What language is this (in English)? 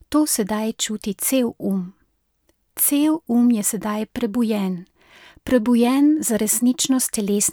Slovenian